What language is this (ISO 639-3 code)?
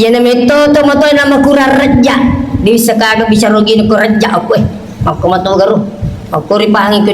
bug